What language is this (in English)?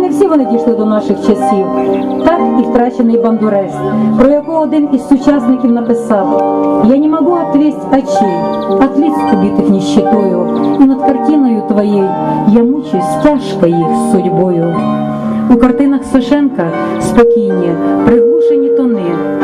Ukrainian